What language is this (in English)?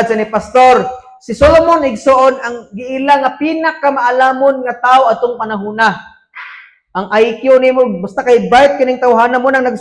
Cebuano